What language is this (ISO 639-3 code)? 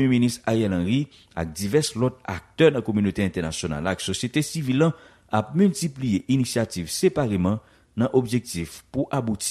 hat